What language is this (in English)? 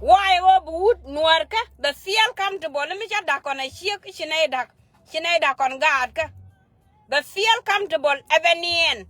Nuer